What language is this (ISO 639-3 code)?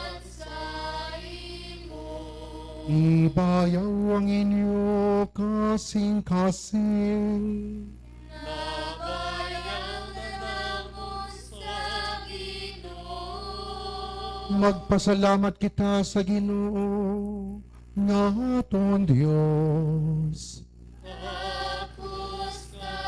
hil